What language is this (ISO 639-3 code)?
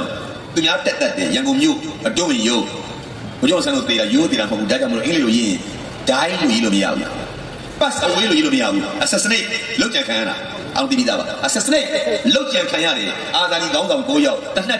mya